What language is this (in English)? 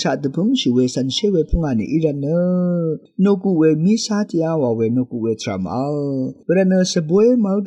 Rawang